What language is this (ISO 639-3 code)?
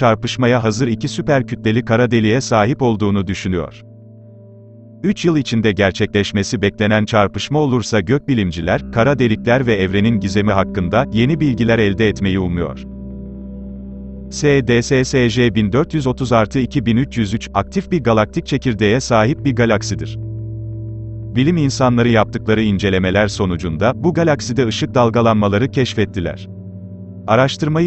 tur